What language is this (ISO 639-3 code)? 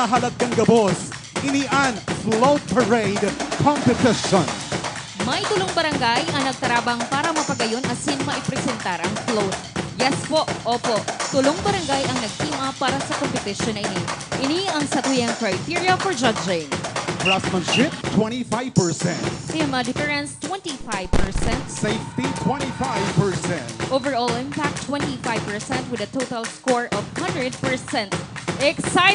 bik